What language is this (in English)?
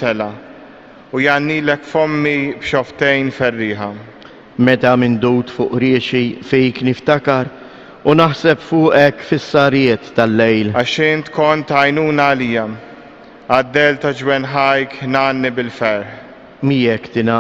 Maltese